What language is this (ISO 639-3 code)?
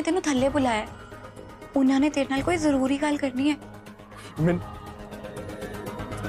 pan